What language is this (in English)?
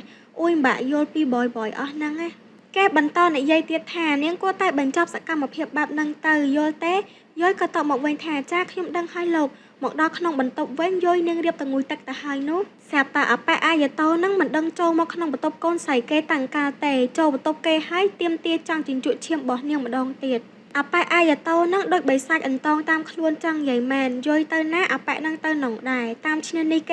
Khmer